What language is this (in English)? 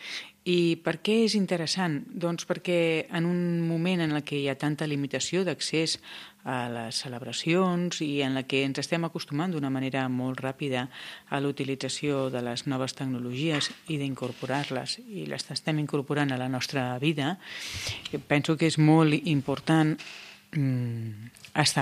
Catalan